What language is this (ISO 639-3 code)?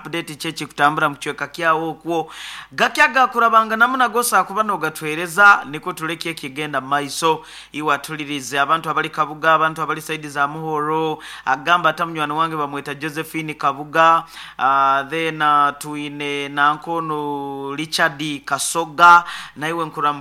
nyo